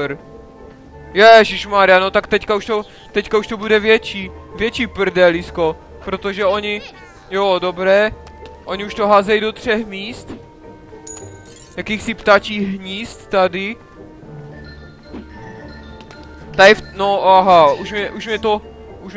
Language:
Czech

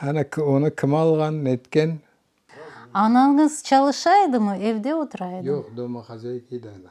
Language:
Crimean Tatar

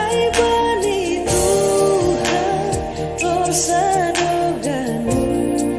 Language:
Batak Simalungun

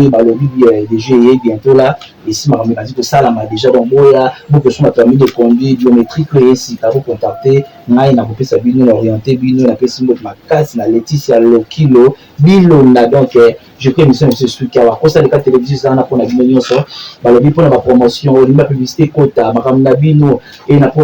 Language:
Lingala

